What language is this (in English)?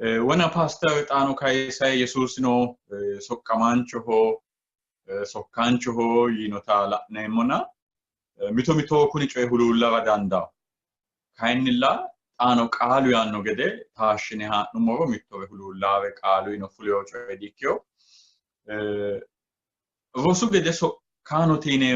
Sidamo